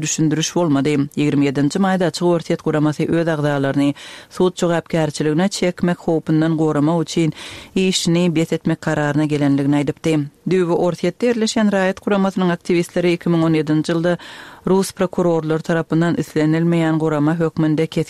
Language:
Turkmen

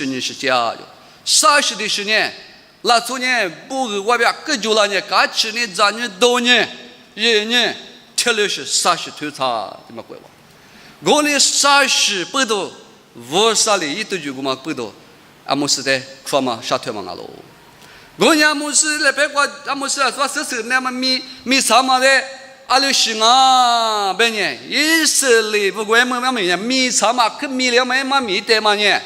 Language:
Lisu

